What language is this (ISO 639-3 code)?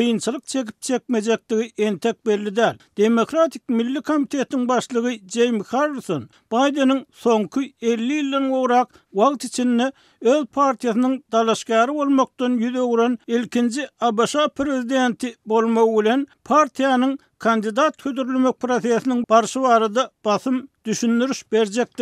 tuk